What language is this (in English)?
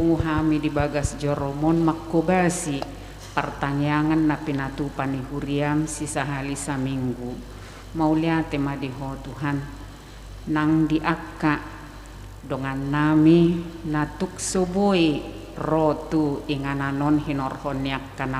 Batak Toba